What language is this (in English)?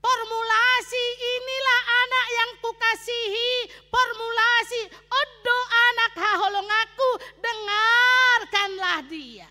Batak Toba